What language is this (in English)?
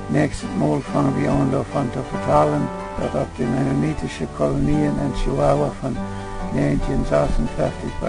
Plautdietsch